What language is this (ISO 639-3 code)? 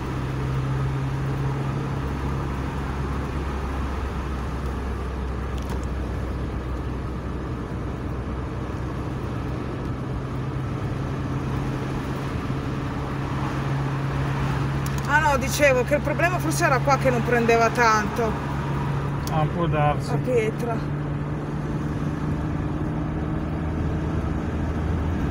ita